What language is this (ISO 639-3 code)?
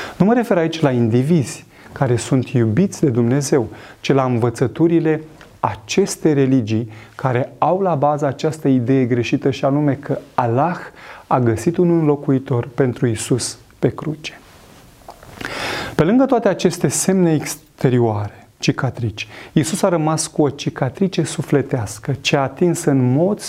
ron